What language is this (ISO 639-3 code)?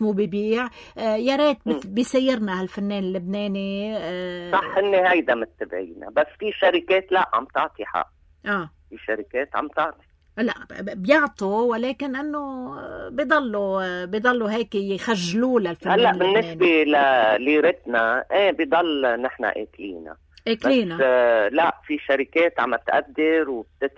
apc